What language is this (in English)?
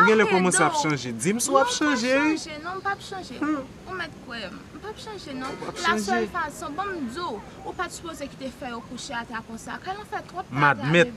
Haitian Creole